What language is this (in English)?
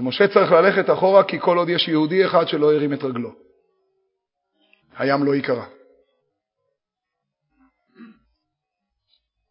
Hebrew